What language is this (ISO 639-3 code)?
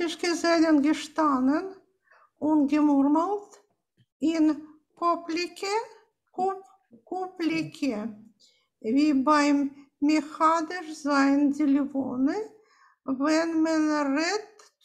yid